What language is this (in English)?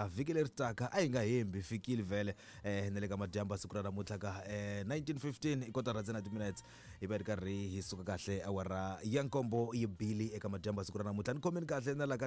Tsonga